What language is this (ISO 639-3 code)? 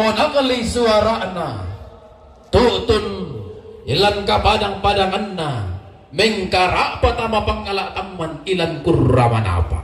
sda